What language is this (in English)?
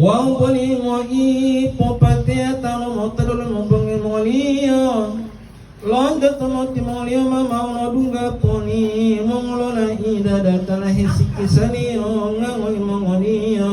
Gorontalo